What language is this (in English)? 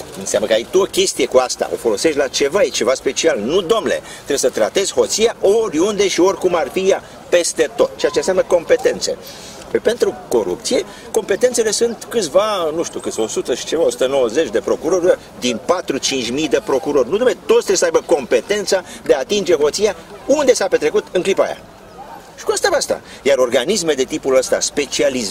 Romanian